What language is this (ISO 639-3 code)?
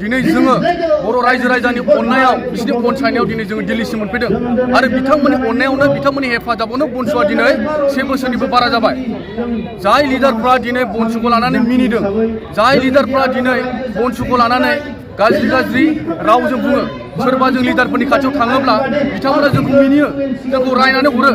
brx